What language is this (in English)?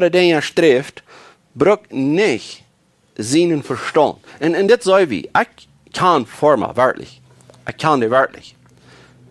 Plautdietsch